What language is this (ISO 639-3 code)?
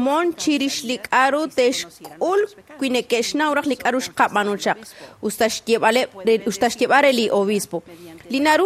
kek